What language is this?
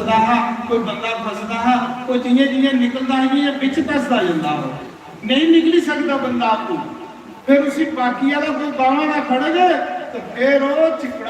Dogri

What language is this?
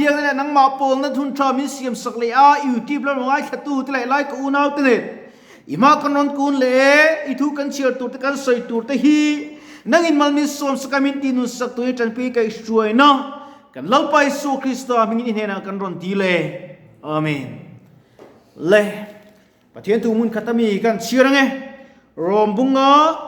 Mizo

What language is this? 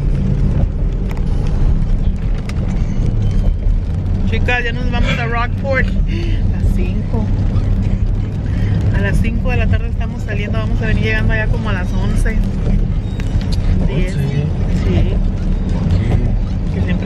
Spanish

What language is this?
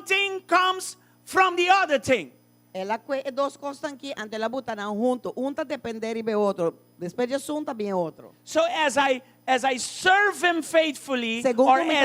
Papiamento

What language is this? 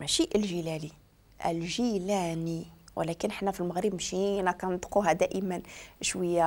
Moroccan Arabic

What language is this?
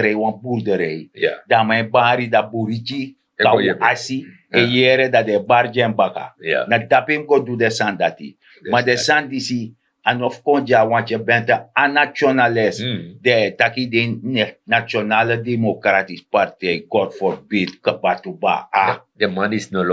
Sranan Tongo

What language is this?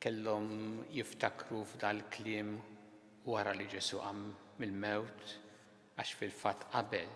Maltese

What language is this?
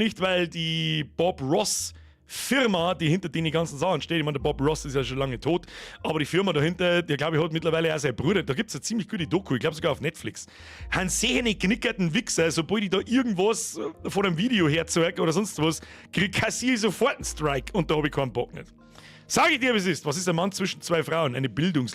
Bavarian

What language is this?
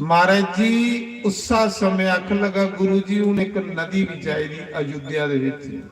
Dogri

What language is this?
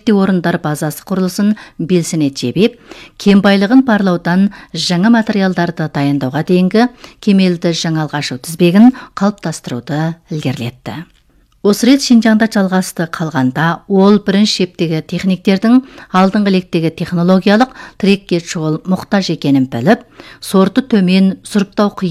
Kazakh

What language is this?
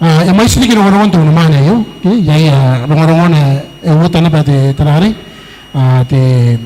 Gilbertese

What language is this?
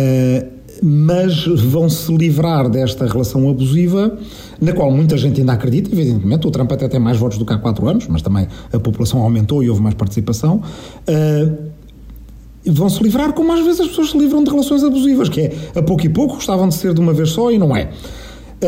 Portuguese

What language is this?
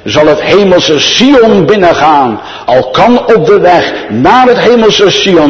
Dutch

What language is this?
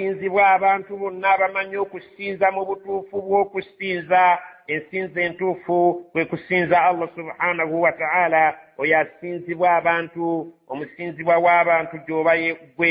Ganda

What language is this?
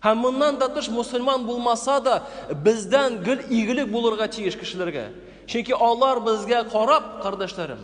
Tatar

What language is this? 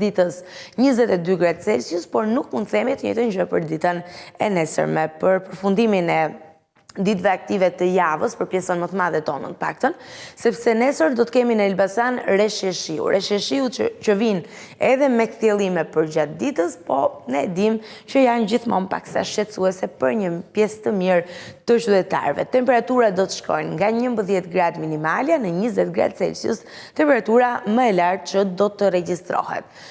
Albanian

